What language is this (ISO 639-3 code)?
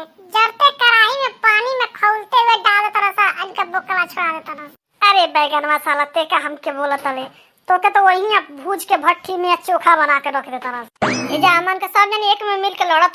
bho